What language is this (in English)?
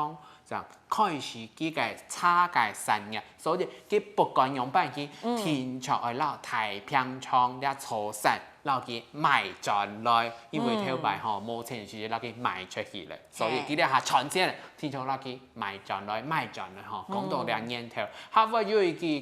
Hakka Chinese